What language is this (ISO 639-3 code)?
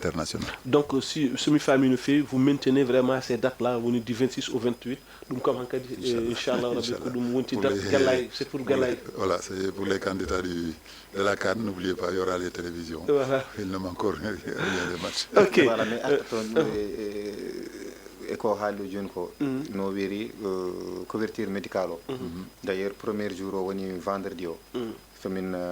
ful